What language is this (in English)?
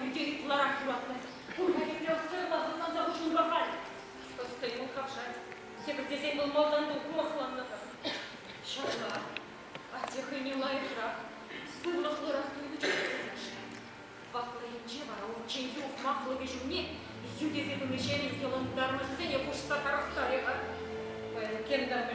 Chuvash